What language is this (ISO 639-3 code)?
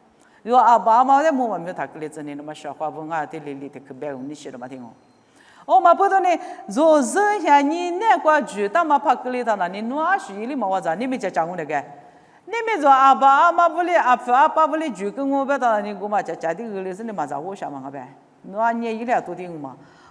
lis